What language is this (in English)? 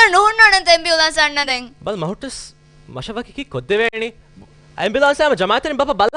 Divehi